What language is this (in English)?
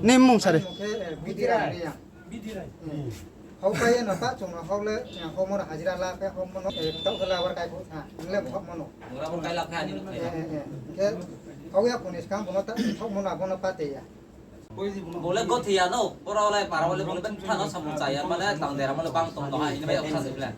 Riang (India)